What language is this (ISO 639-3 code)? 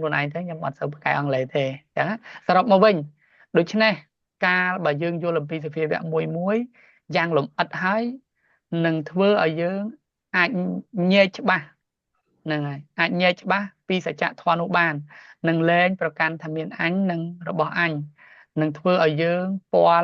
khm